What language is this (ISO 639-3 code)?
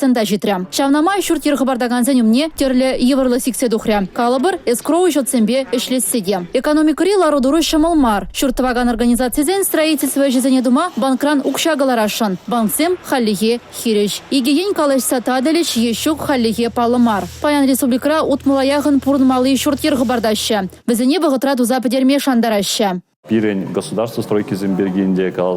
chv